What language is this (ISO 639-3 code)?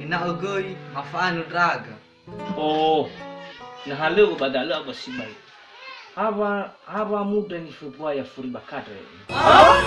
nia